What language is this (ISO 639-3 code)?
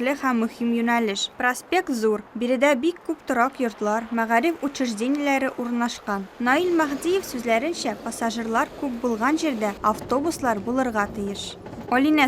tat